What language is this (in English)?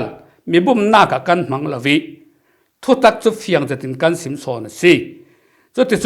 Falam Chin